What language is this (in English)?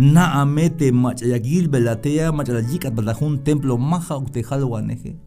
Tzeltal